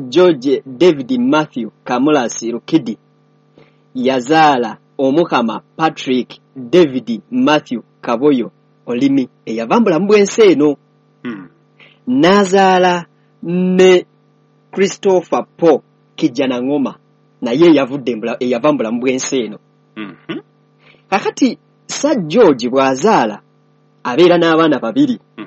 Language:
Ganda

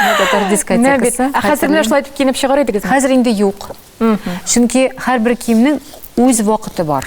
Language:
Tatar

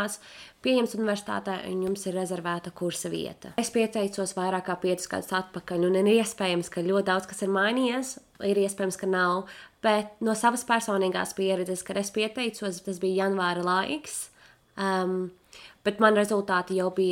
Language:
Latvian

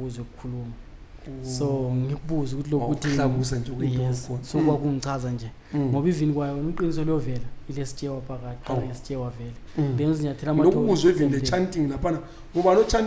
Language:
Zulu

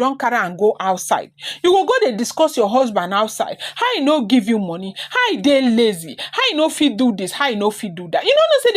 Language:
Nigerian Pidgin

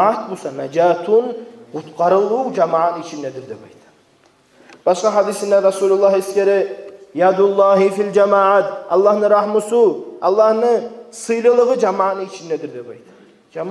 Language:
Kumyk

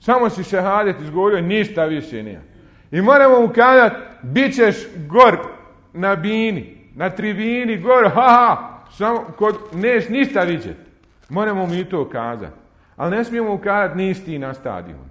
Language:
Bosnian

